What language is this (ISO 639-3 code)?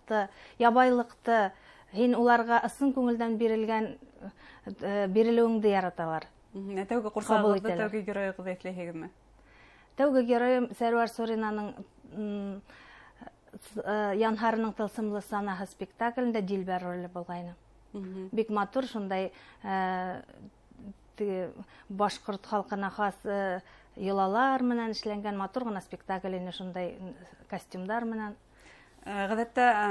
bak